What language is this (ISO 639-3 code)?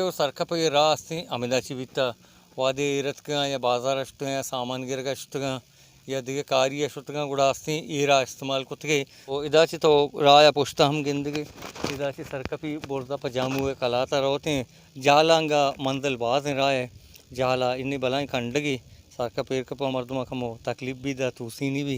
bal